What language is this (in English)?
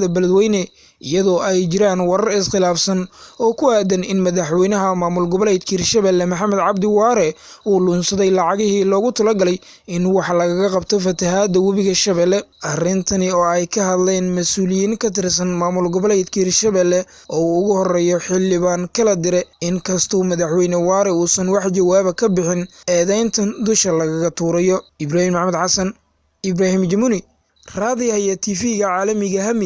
Somali